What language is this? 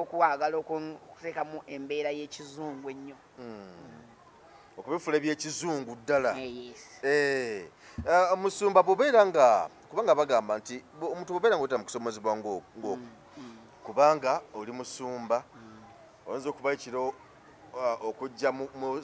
Ganda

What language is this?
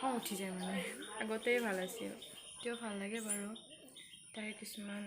Assamese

